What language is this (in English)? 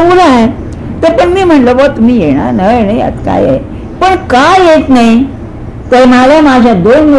Marathi